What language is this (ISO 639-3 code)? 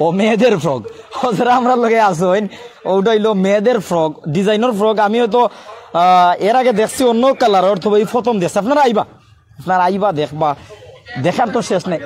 syl